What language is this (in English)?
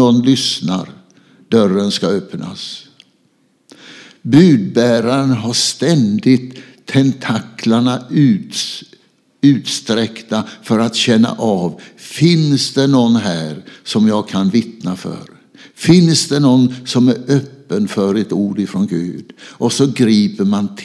Swedish